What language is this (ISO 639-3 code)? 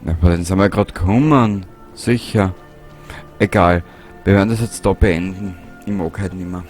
bar